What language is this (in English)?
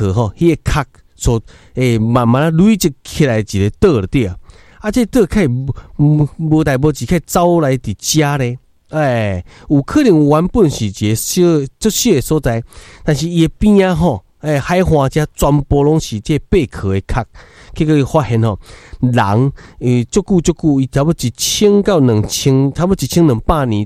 Min Nan Chinese